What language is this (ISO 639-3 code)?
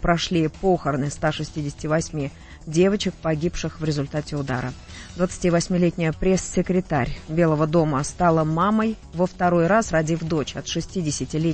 rus